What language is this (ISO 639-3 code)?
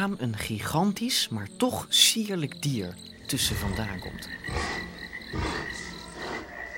nld